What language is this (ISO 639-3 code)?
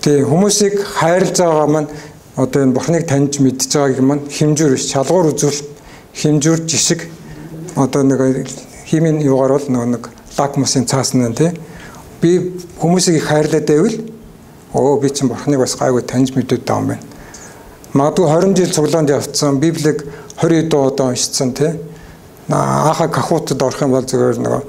mon